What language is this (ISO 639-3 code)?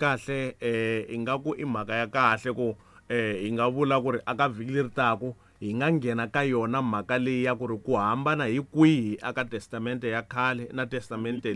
tso